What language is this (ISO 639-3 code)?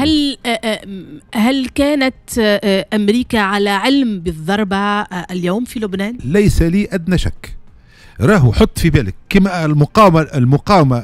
aeb